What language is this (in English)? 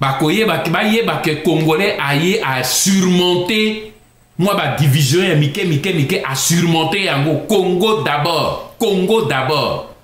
Lingala